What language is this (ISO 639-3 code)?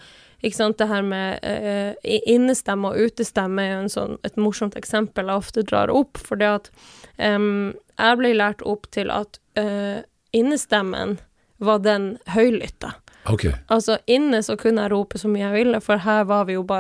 nor